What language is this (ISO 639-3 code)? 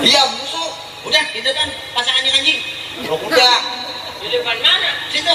bew